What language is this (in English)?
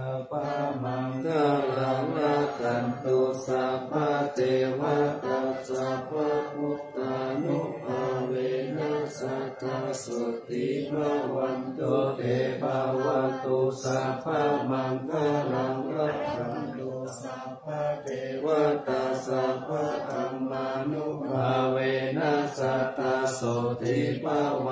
Pali